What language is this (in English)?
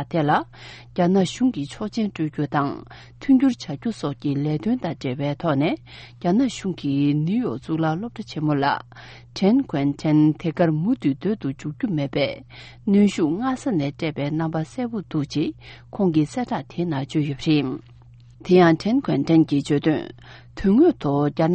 Tibetan